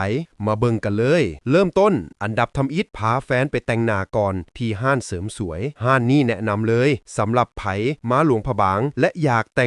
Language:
Lao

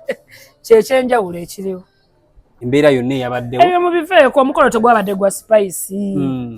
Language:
Ganda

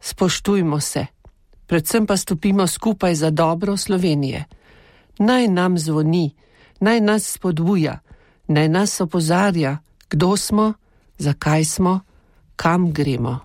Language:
Slovenian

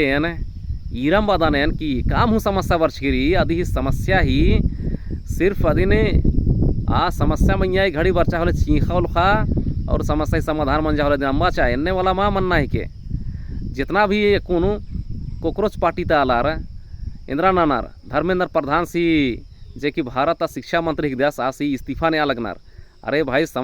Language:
Kurukh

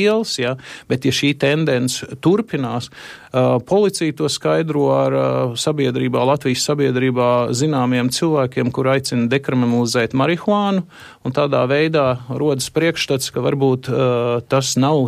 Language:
Latvian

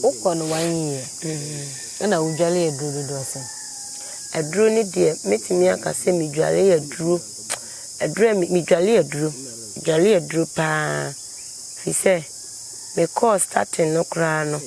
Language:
Akan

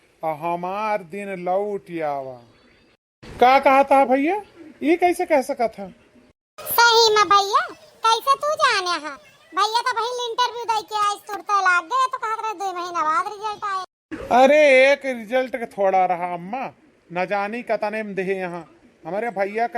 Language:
Awadhi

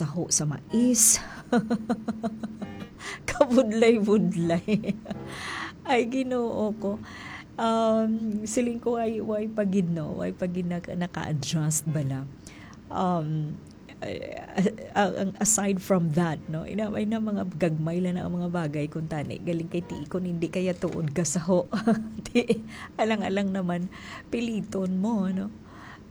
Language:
Hiligaynon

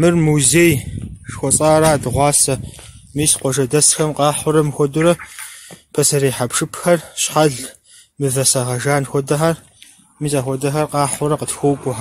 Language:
Kabardian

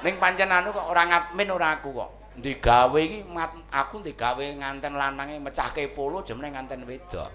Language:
Javanese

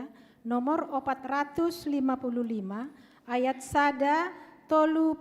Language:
Batak Simalungun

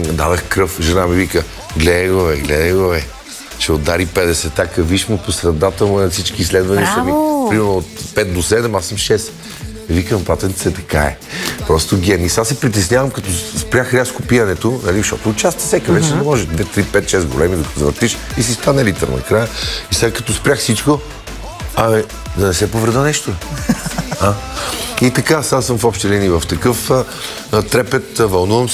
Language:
Bulgarian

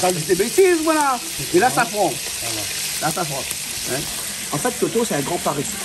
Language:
Réunion Creole French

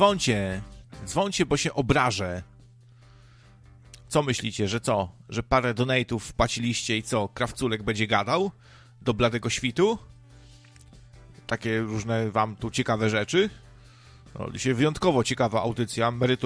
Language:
Polish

